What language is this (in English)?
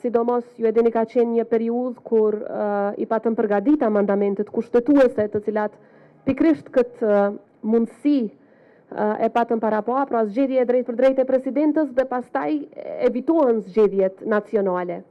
Albanian